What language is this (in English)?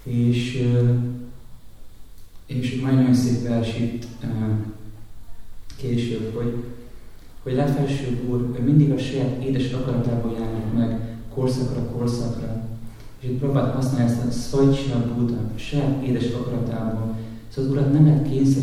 Hungarian